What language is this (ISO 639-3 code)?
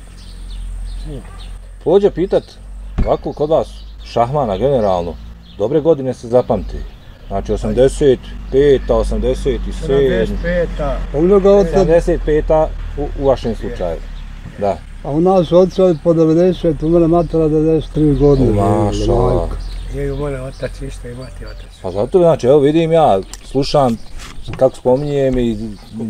bos